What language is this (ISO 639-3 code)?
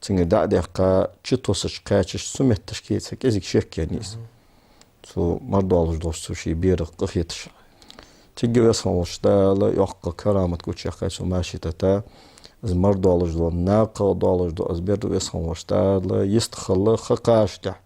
inh